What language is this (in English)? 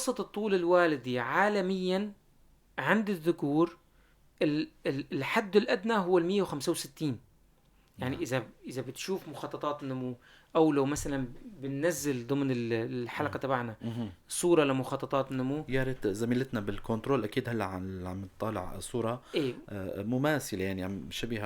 North Levantine Arabic